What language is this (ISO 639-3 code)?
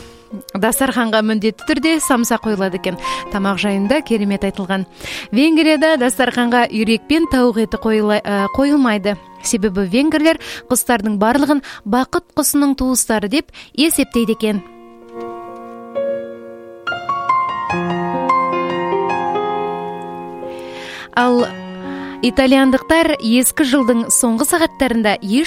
kaz